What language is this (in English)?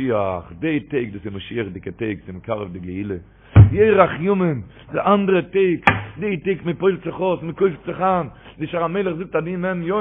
Yiddish